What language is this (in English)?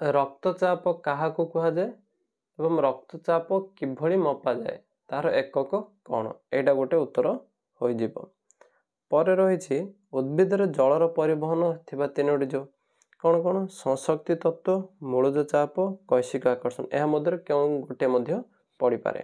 Odia